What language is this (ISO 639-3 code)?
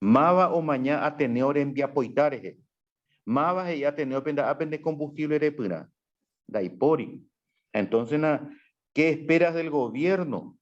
grn